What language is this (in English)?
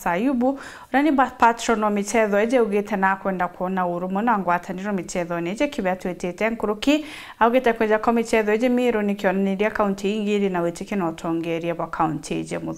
Meru